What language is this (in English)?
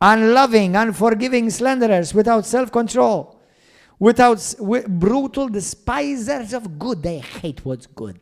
English